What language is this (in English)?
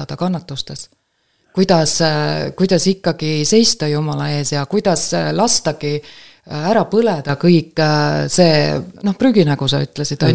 Estonian